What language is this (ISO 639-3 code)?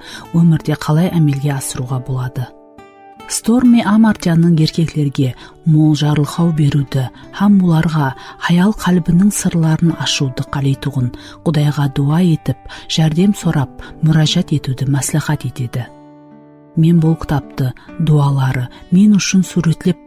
kaa